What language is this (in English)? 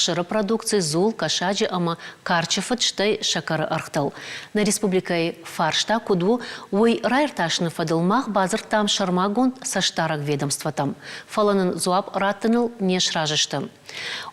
Ossetic